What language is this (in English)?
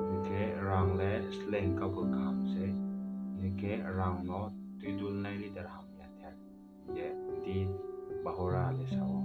Riang (India)